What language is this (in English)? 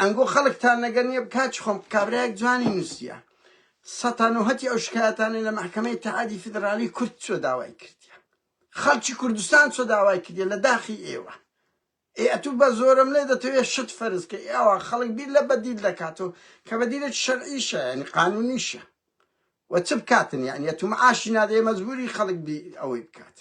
Central Kurdish